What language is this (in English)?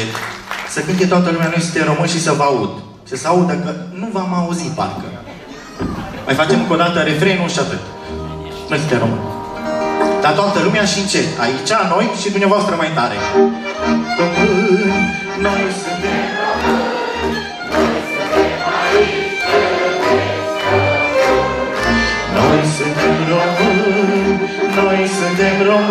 Romanian